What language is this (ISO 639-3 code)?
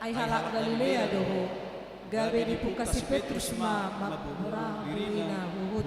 bbc